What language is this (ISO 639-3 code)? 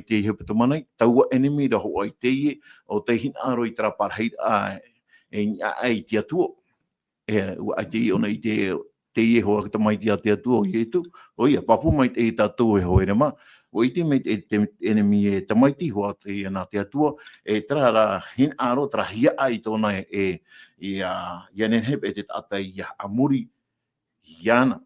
tah